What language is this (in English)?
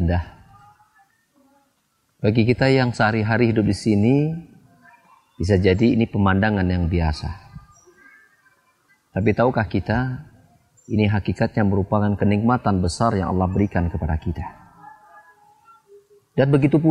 Indonesian